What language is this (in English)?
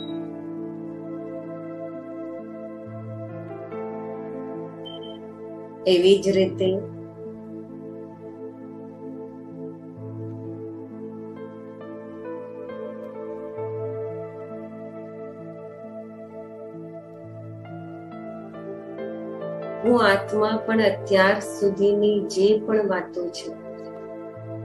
Gujarati